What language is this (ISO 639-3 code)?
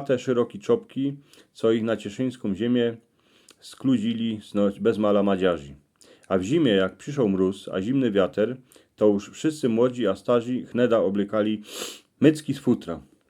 szl